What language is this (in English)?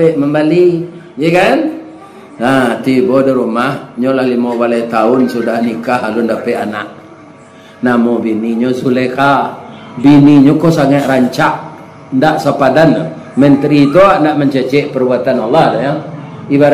Minangkabau